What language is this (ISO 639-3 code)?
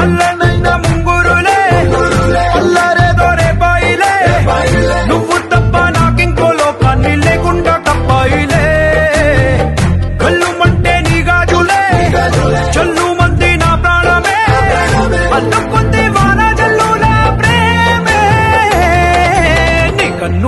tel